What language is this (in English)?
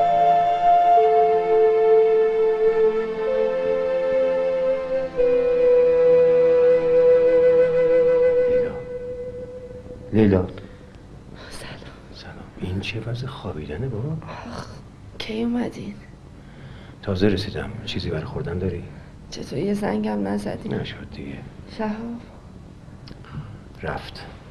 Persian